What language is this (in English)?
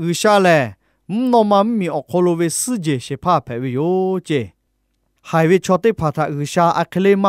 Lahu